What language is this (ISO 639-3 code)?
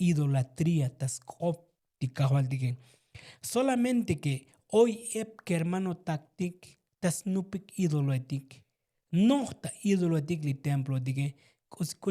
tzo